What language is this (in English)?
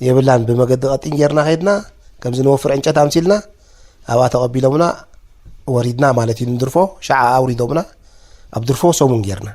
Tigrinya